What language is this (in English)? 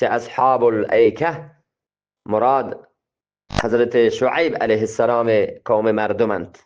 Eastern Balochi